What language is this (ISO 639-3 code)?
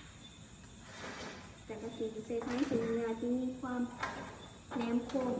lao